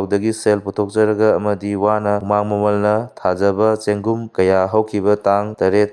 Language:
Manipuri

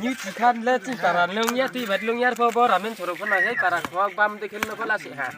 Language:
Riang (India)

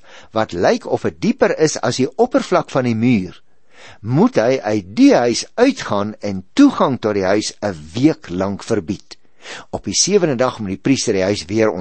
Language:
Afrikaans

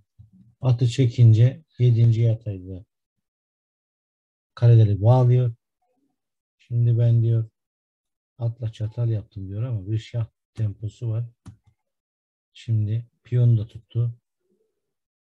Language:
Turkish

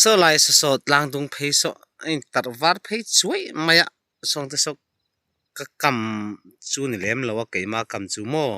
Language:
Mizo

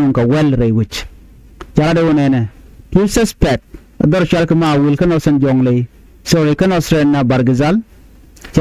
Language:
Nuer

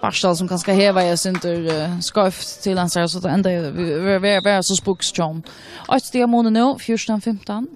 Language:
Faroese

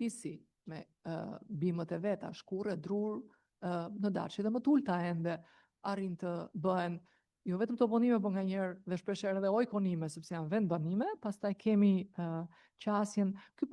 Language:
Albanian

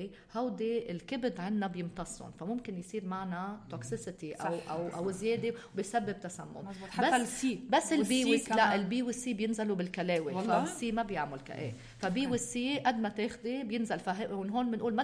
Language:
North Levantine Arabic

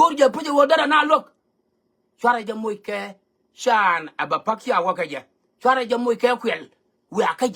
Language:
Nuer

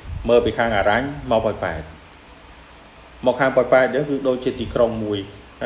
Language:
Khmer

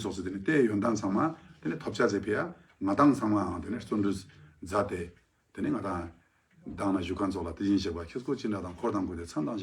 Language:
Ladakhi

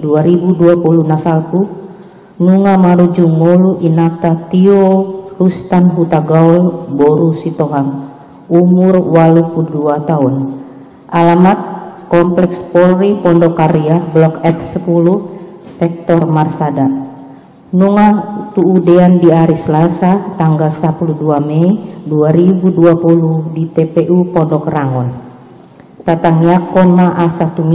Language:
Batak Toba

